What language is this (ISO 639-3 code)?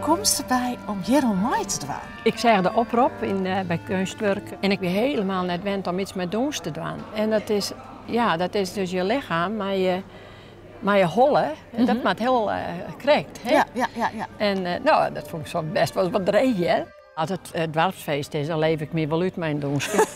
fry